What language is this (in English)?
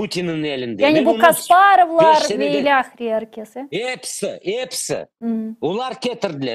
Crimean Tatar